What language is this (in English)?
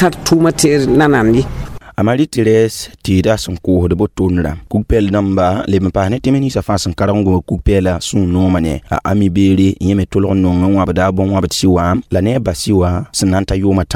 Mossi